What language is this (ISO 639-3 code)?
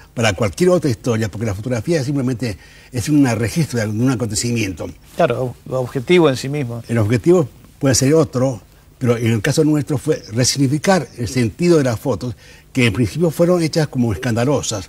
spa